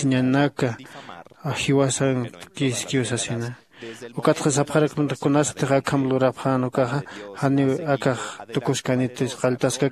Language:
Aymara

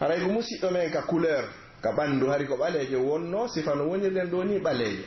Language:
Pular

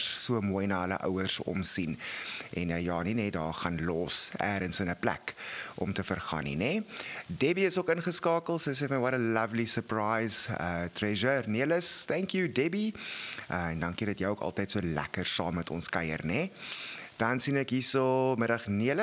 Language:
Afrikaans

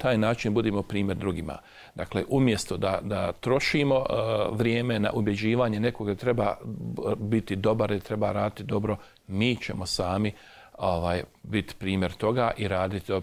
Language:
Bosnian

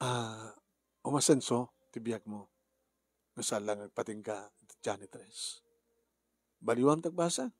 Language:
Iloko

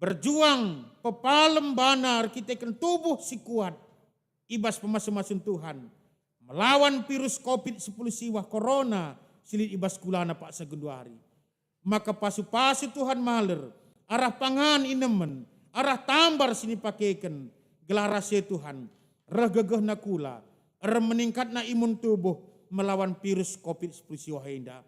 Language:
Batak Karo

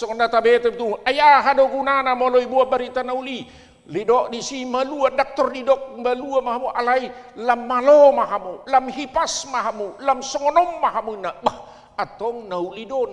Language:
Batak Toba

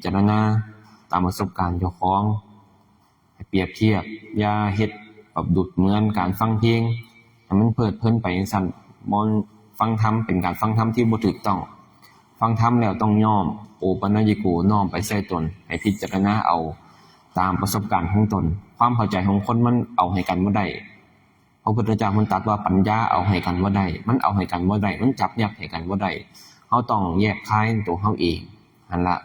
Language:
Lao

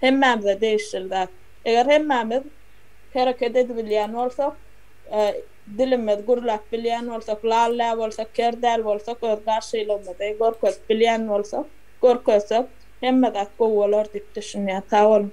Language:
Turkmen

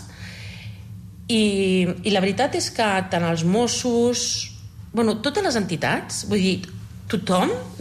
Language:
Catalan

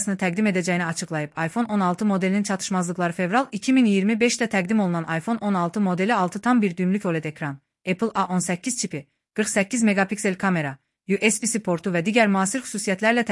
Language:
Azerbaijani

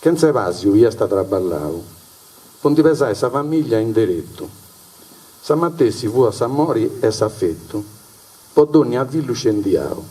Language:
Sardinian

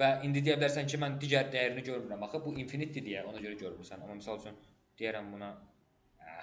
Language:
Azerbaijani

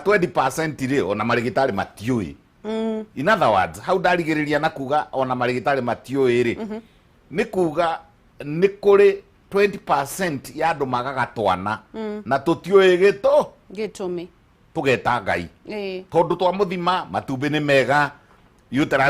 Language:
Kikuyu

